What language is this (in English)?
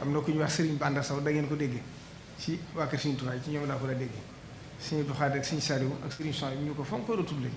Wolof